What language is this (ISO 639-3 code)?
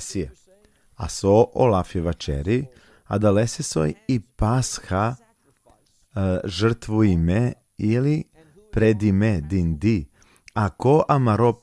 rmn